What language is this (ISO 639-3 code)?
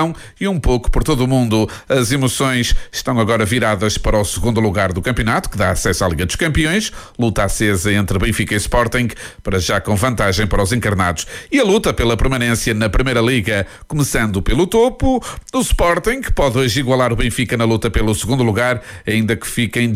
por